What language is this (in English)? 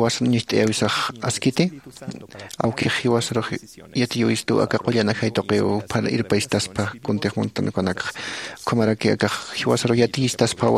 Aymara